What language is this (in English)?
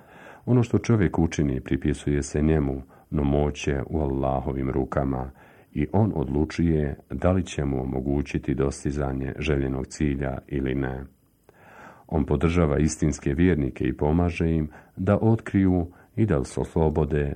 Bosnian